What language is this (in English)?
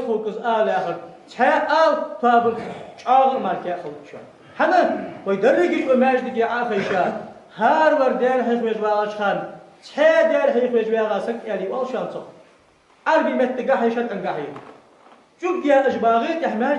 Ingush